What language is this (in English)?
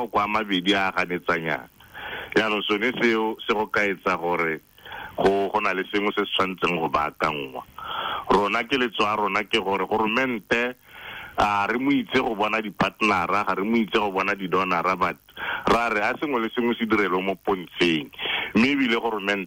Tswana